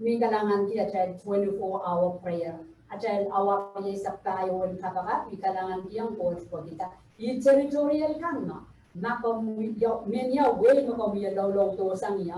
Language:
Pohnpeian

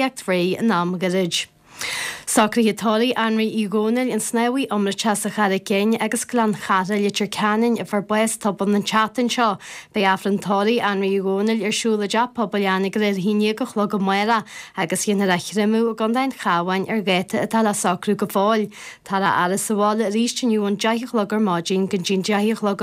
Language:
Irish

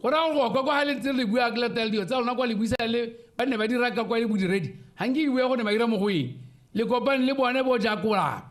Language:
Tswana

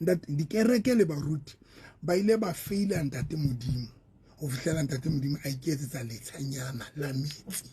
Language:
Southern Sotho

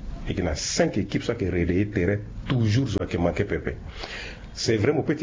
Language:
Sango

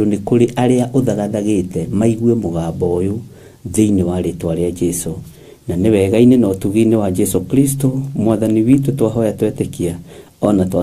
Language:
Kikuyu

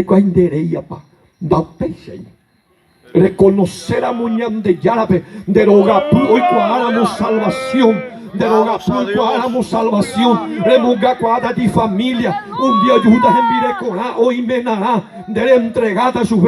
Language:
Guarani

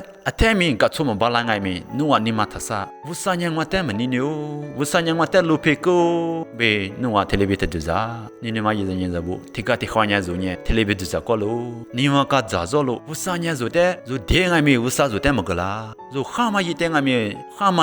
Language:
Lisu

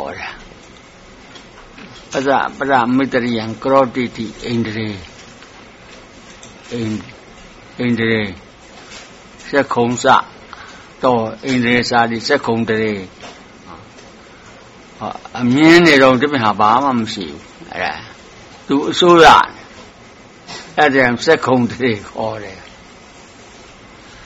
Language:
Burmese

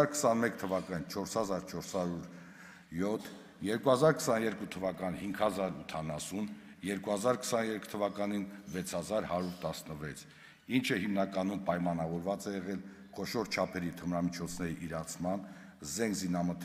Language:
Armenian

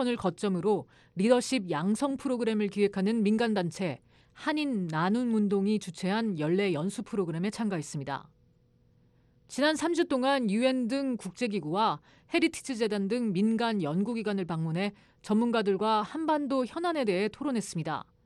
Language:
Korean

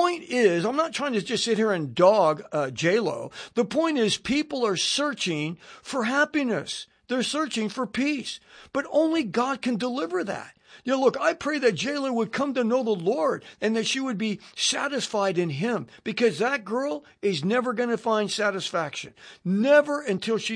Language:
English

